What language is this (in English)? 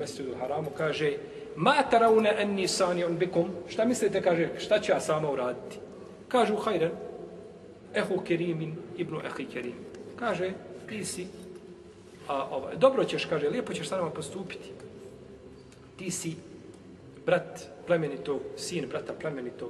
Bosnian